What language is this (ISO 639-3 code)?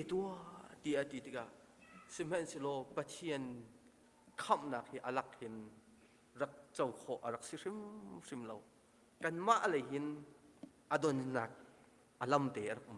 cnh